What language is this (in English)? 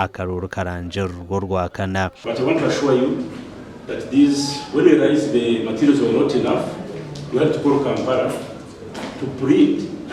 Nyankole